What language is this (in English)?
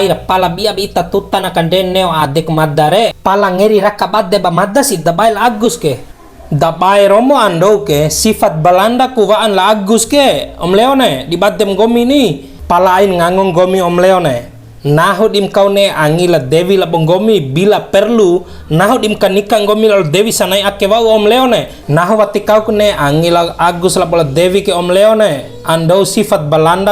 Bima